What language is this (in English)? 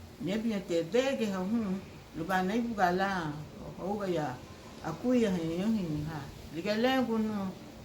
Garifuna